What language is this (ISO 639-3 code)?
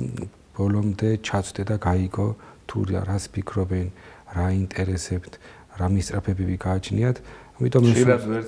kat